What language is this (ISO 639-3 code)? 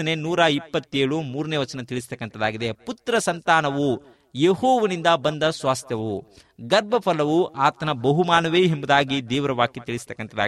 kan